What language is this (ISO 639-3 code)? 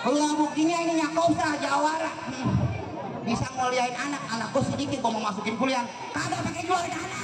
bew